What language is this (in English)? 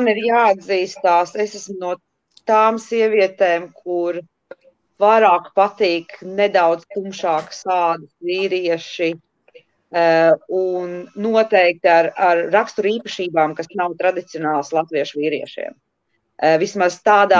Latvian